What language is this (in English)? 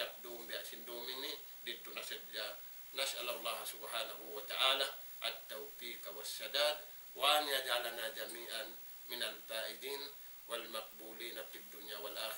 Tausug